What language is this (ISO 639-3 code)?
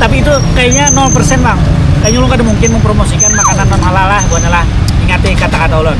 bjn